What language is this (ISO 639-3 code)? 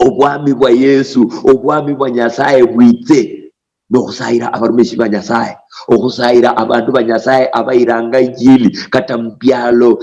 luy